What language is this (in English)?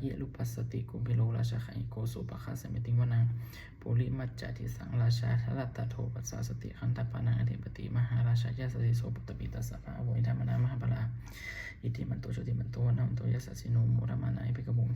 Pali